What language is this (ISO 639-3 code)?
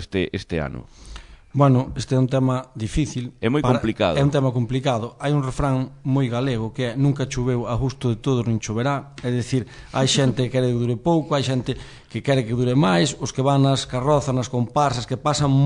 glg